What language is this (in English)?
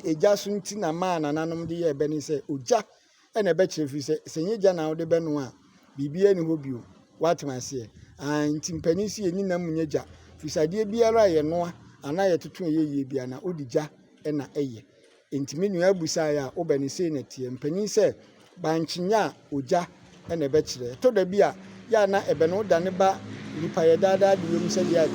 Akan